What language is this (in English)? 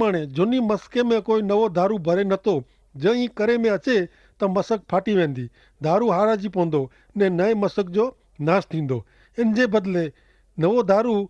Kachhi